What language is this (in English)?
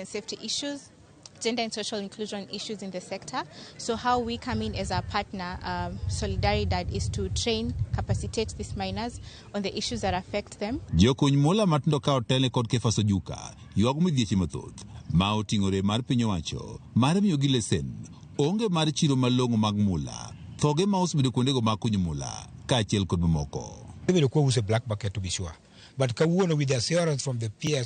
Luo (Kenya and Tanzania)